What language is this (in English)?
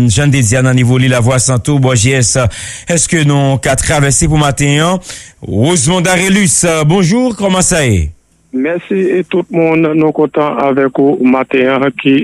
Haitian Creole